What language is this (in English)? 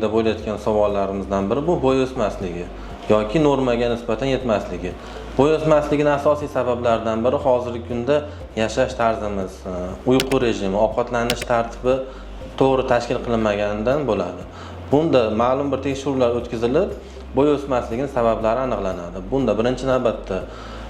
Uzbek